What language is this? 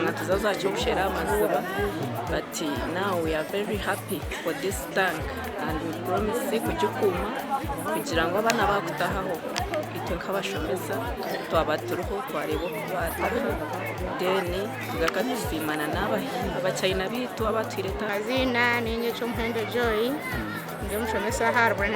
Nyankole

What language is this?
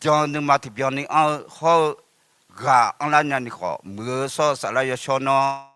Akha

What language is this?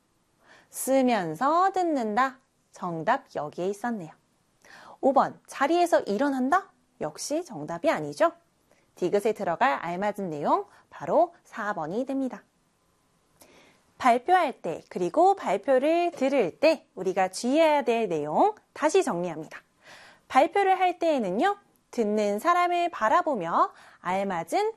Korean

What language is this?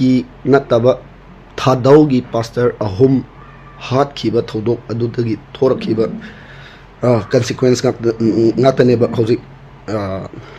Manipuri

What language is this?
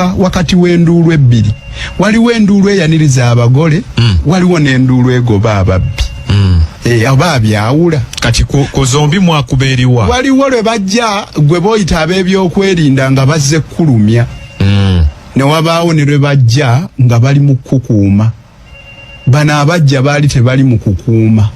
Ganda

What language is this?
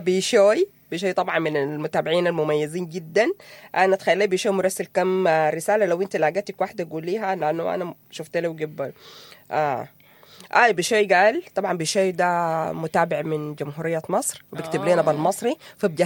Sudanese Arabic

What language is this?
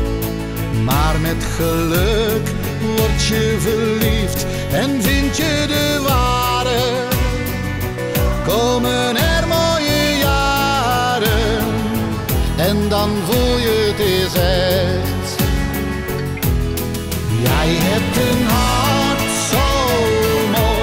Dutch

